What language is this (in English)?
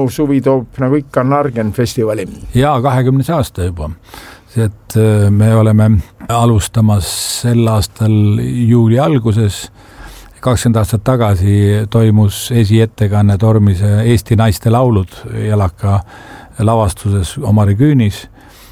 Estonian